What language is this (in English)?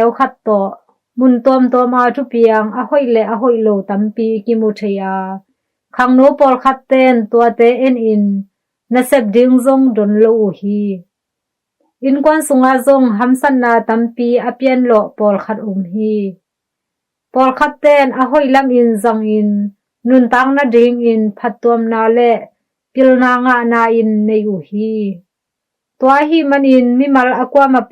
Tedim Chin